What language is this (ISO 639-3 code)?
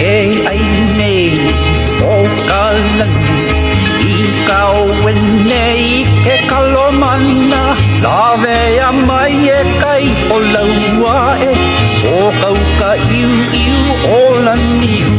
haw